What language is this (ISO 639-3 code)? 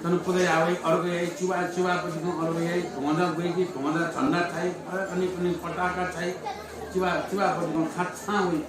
new